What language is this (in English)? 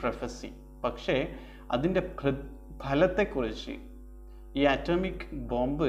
Malayalam